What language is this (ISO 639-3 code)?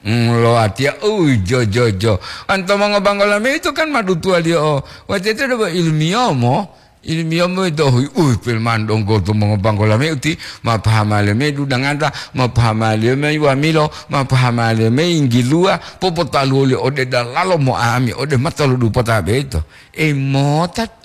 gor